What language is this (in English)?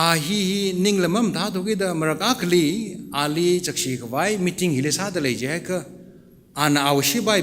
Tangkhul Naga (India)